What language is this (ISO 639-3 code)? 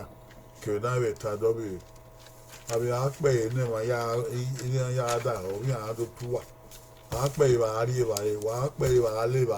bin